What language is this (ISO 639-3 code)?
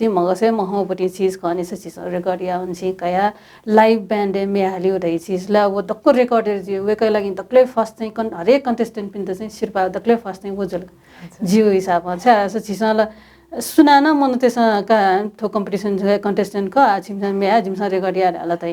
new